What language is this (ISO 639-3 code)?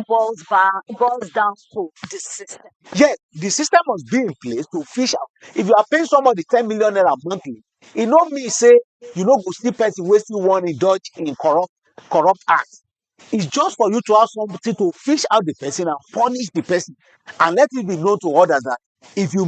pcm